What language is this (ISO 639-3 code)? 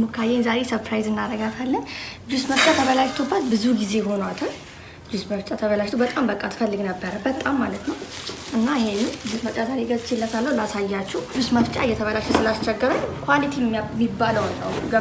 amh